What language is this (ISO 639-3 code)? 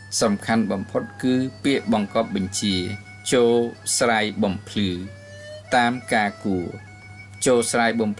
khm